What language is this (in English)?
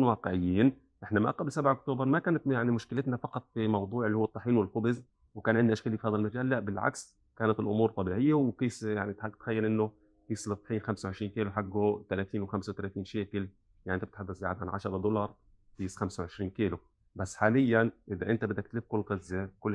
North Levantine Arabic